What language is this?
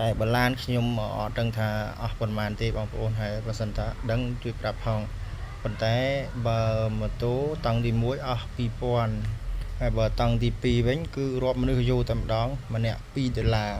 Khmer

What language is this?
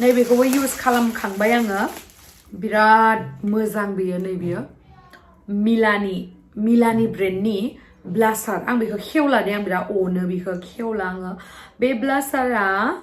Bodo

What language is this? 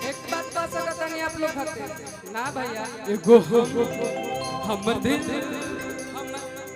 Magahi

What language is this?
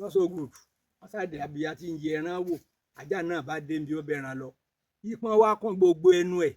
Yoruba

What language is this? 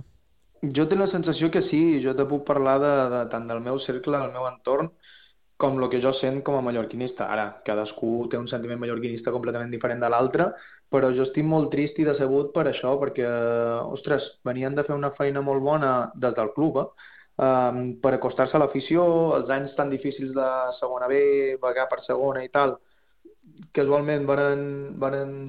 Catalan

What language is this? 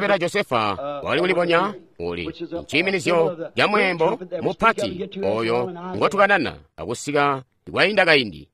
Tonga (Zambia)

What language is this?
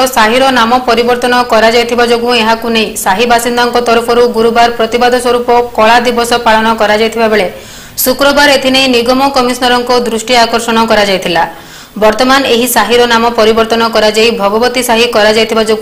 Odia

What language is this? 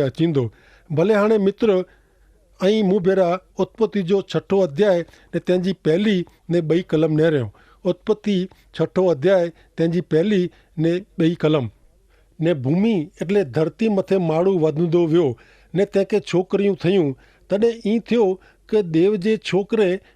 Kachhi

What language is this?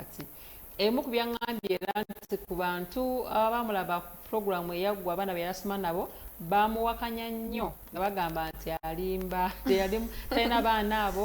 Ganda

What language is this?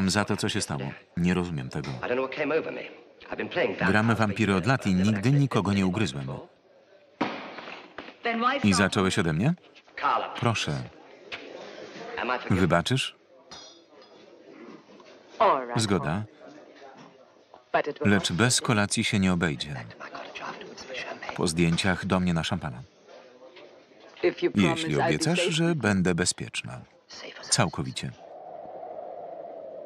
Polish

